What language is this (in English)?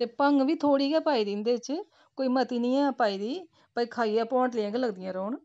Dogri